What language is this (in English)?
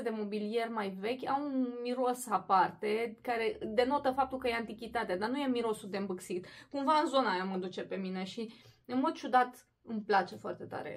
Romanian